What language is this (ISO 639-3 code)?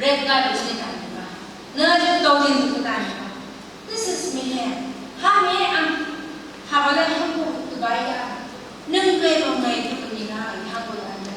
nph